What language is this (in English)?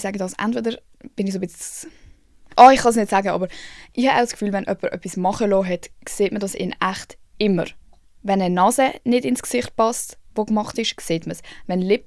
Swiss German